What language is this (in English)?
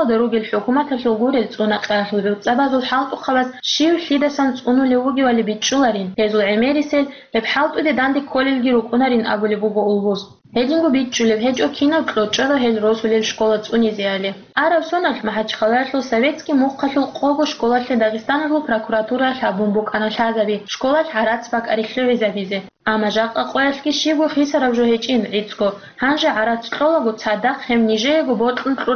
Avaric